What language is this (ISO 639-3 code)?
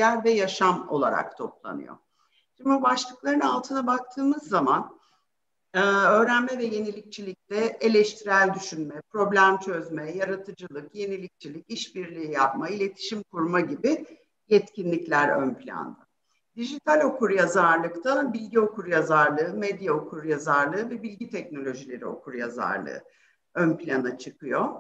tur